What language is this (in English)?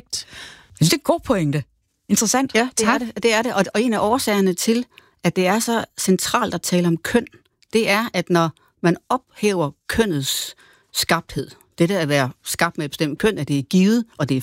Danish